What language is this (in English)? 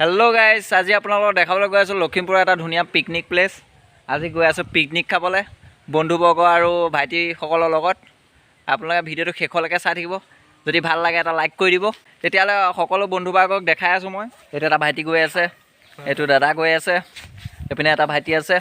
Assamese